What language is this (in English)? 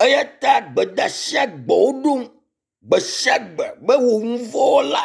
Ewe